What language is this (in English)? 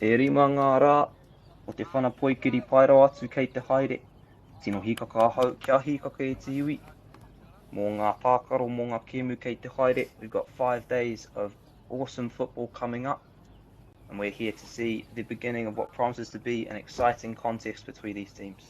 Māori